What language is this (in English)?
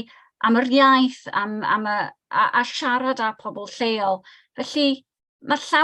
Welsh